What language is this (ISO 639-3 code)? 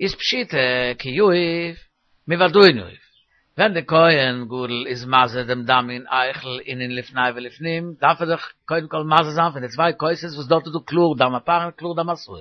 yid